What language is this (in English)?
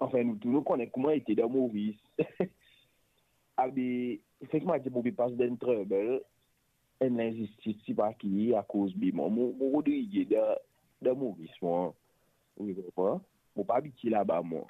Morisyen